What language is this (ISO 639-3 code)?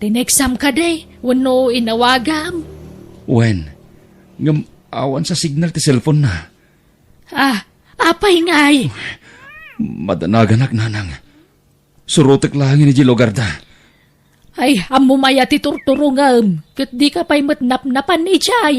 ilo